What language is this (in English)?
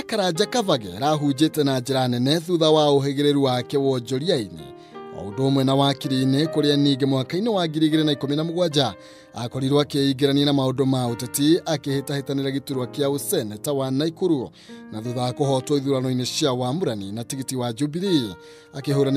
Kikuyu